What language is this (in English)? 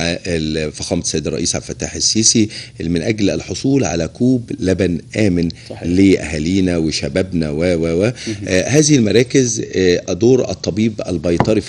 Egyptian Arabic